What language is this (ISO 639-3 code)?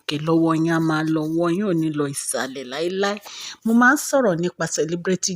yor